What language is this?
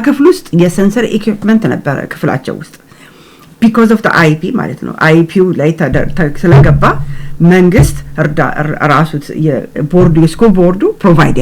Amharic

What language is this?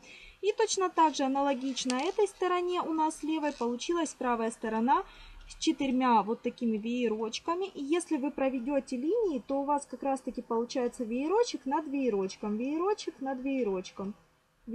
Russian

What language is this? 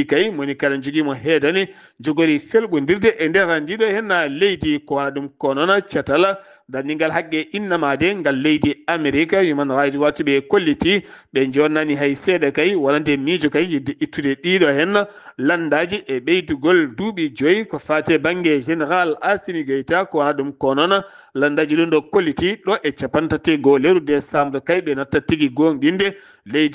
Fula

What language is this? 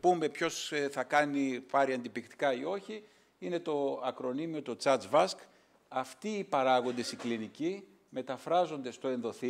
Greek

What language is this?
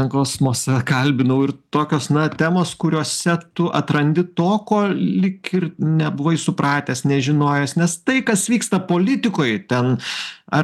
Lithuanian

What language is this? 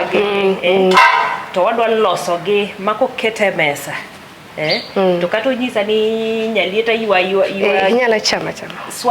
Luo (Kenya and Tanzania)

